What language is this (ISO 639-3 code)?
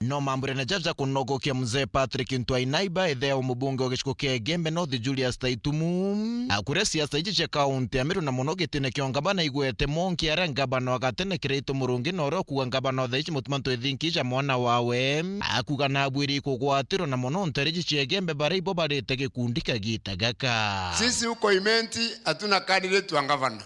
mer